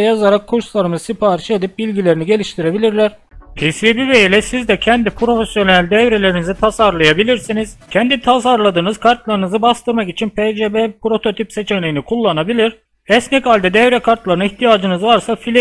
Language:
Turkish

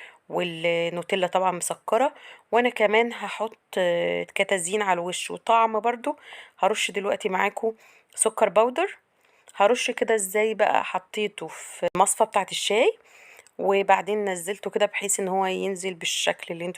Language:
Egyptian Arabic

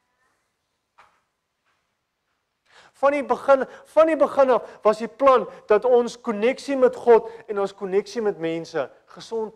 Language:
Afrikaans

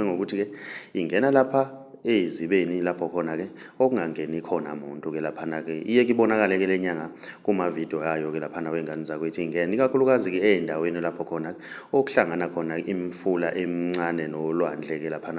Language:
Zulu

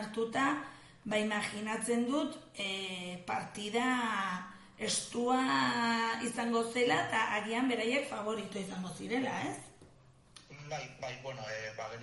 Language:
Basque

